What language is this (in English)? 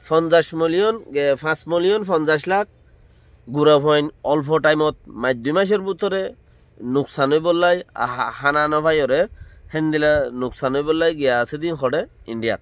Rohingya